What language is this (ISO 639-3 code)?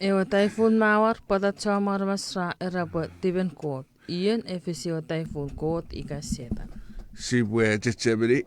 chk